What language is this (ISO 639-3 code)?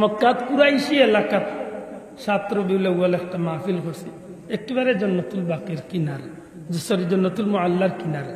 syl